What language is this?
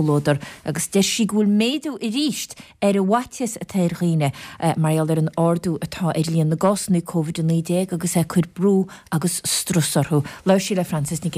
Irish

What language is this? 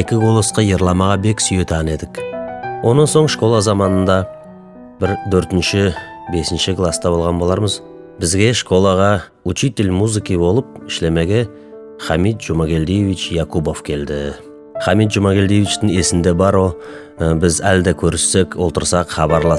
Nogai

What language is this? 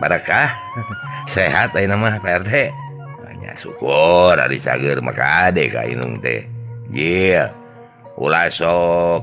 Sundanese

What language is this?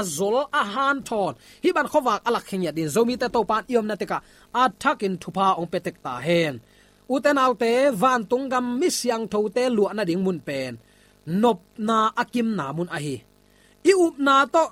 Tedim Chin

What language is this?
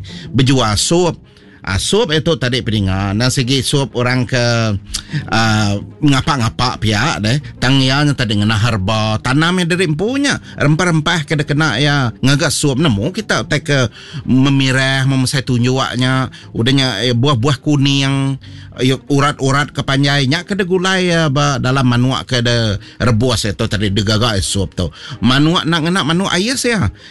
Iban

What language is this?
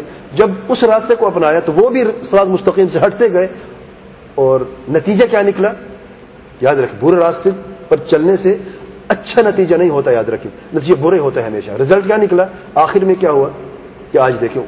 Urdu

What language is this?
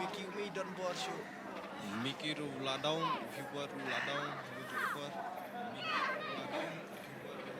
Khasi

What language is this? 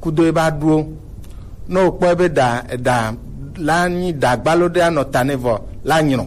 Gen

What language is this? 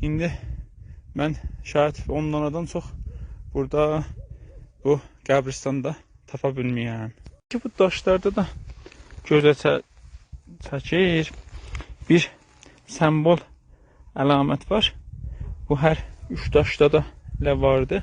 South Azerbaijani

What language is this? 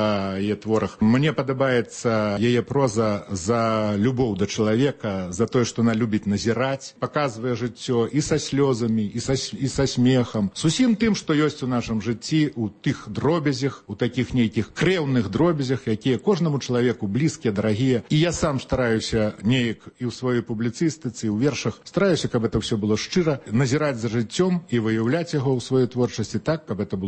Belarusian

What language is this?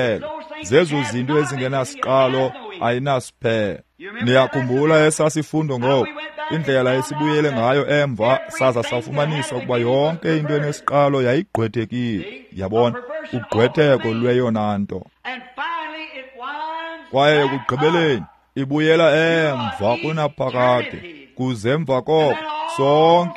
Xhosa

